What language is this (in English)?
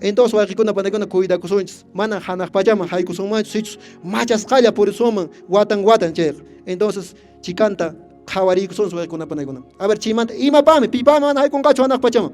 Quechua